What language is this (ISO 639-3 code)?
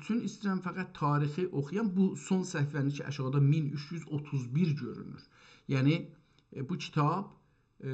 azb